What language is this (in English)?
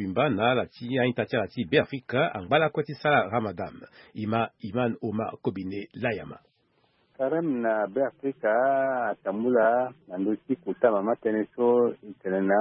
Sango